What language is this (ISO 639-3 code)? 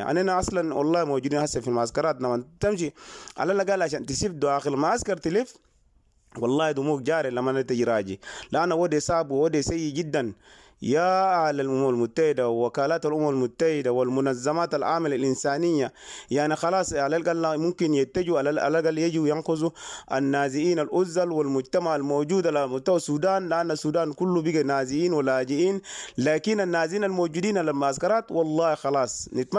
apd